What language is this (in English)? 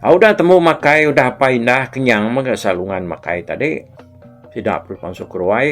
Iban